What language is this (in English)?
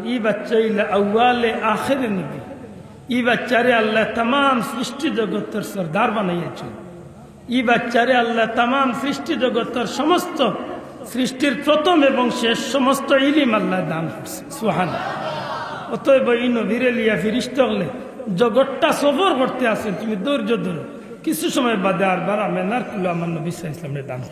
Sylheti